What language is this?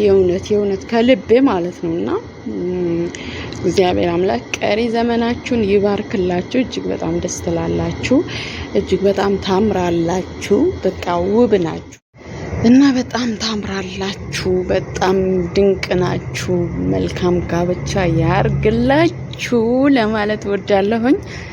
Amharic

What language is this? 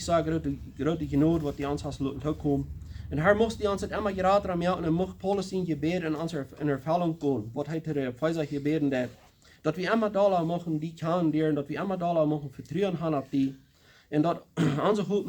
Plautdietsch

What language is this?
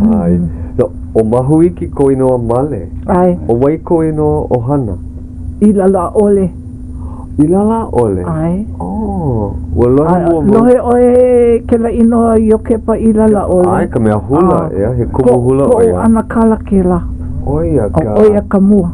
Hawaiian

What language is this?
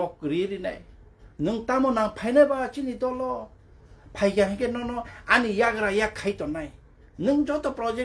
Kok Borok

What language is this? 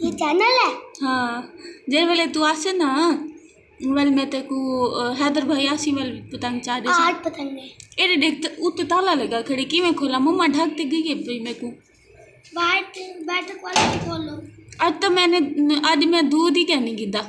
Saraiki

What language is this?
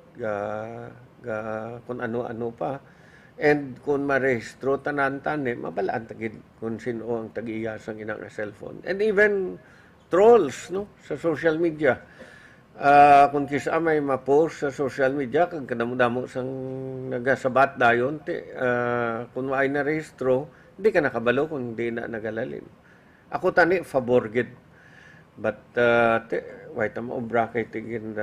Hiligaynon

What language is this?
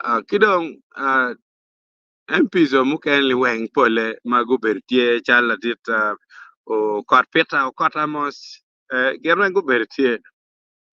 Acoli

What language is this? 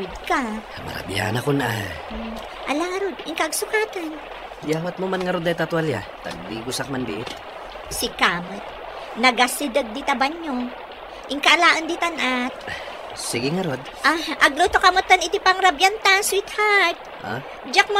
Iloko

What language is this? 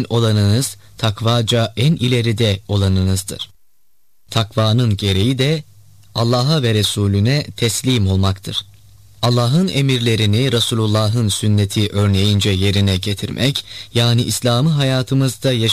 Turkish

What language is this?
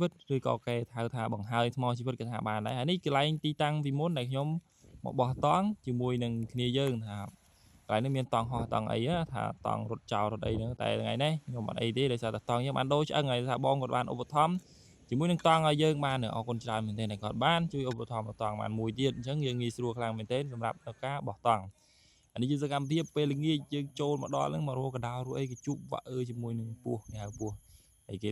Khmer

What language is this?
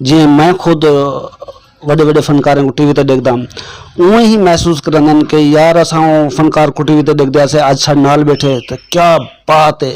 Saraiki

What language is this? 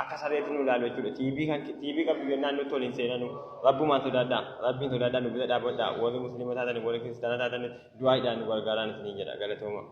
Oromo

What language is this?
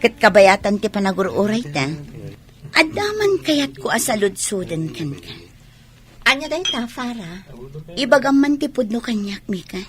Iloko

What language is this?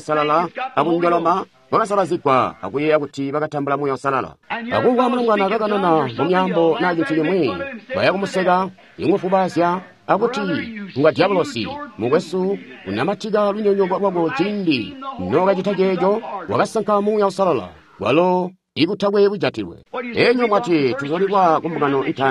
Tonga (Zambia)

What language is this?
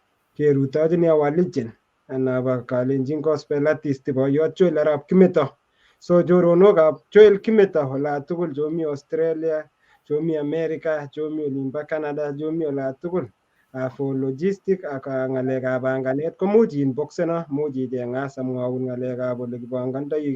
Kalenjin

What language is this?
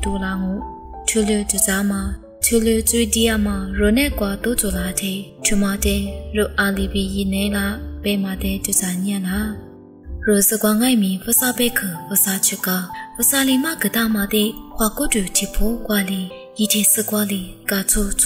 Lisu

